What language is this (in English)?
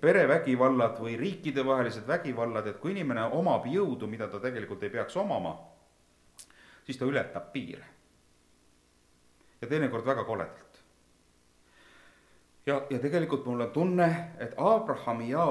Estonian